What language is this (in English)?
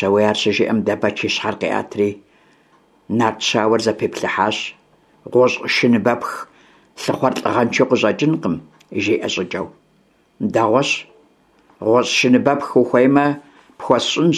Kabardian